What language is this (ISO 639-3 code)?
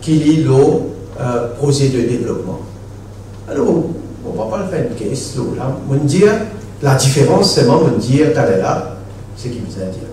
mfe